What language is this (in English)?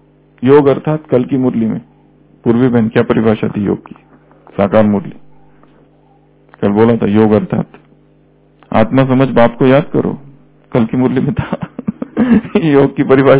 Hindi